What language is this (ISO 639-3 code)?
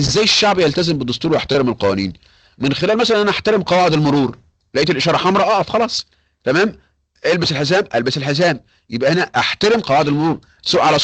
arz